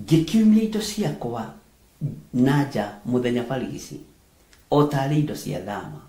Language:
Kikuyu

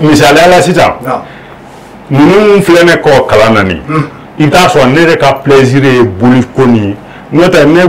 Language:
Bambara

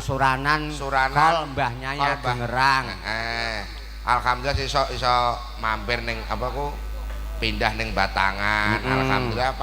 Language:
Javanese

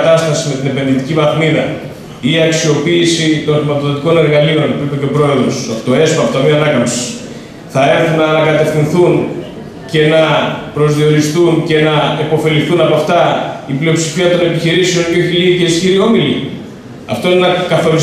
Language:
Greek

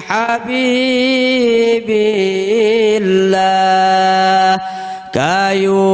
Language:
Sasak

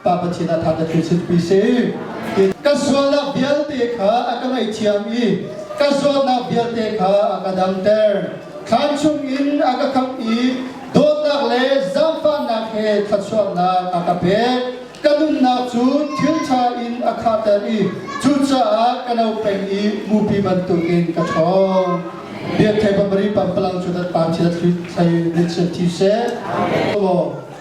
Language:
Hakha Chin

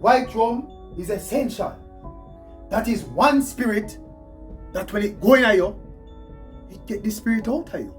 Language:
Jamaican Creole English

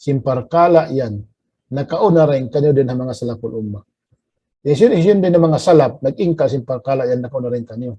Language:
Tausug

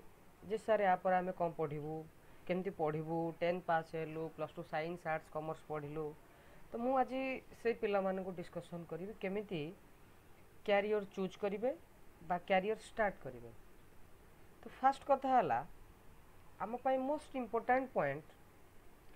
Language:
Odia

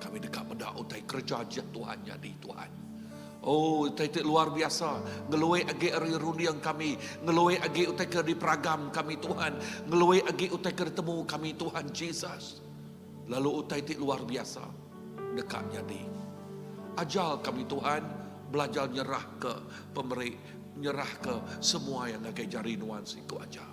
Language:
Iban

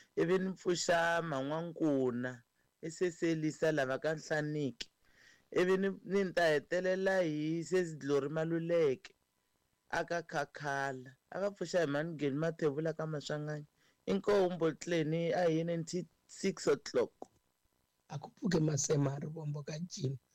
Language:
Tsonga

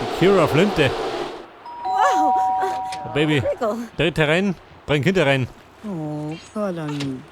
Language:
Bavarian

